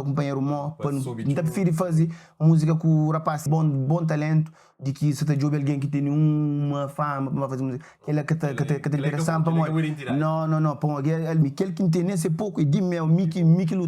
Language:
Kabuverdianu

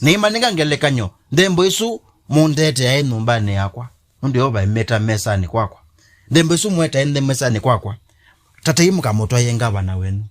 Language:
Kamba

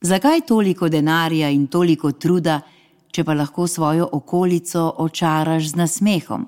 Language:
Slovenian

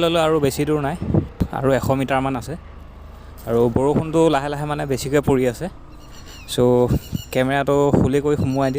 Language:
Assamese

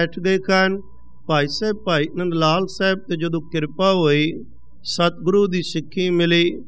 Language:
Punjabi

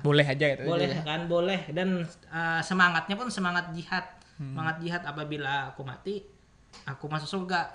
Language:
Banjar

